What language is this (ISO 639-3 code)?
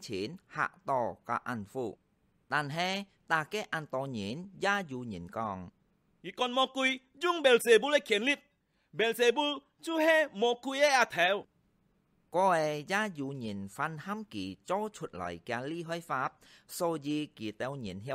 hak